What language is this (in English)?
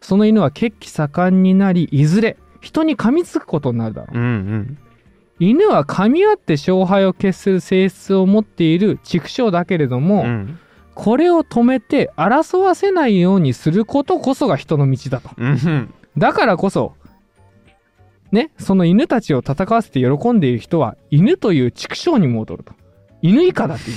Japanese